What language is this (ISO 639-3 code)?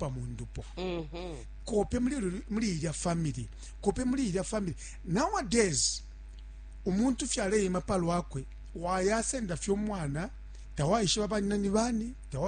bem